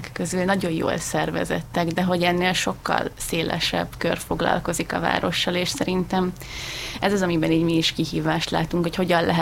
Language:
Hungarian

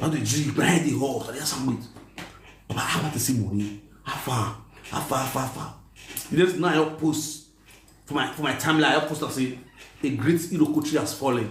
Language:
Nigerian Pidgin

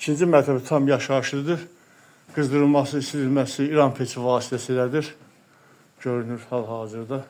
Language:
Azerbaijani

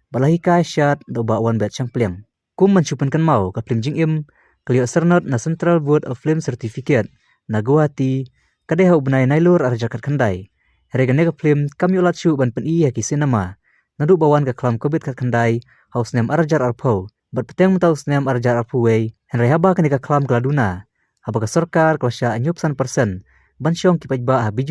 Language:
Khasi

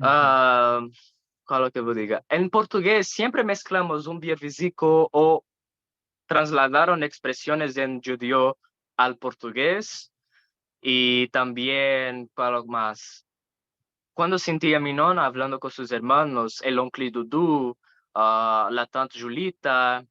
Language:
Ladino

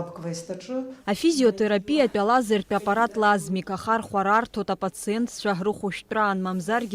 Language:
Abkhazian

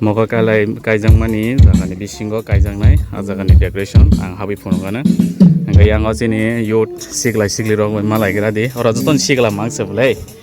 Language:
Kok Borok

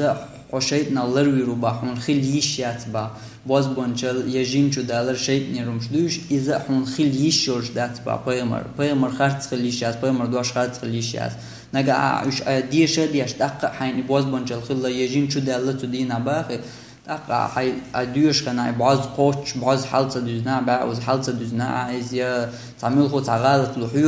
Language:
Chechen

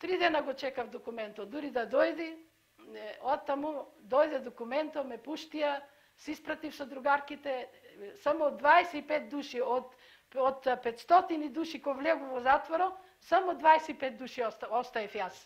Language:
Macedonian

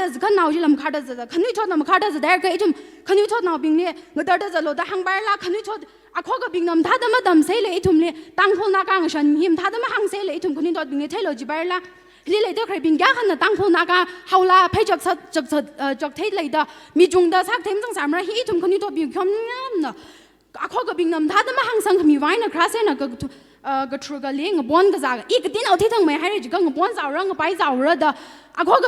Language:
Tangkhul Naga (India)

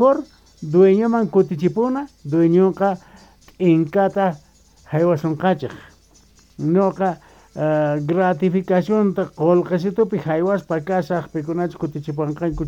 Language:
South Bolivian Quechua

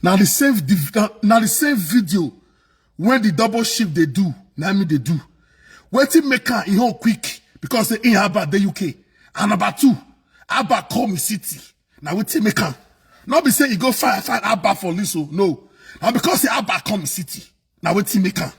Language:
Nigerian Pidgin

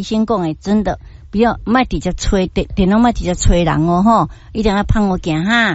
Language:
Min Nan Chinese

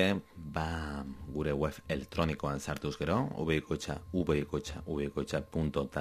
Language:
Basque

